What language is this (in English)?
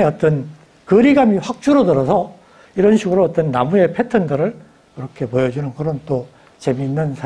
Korean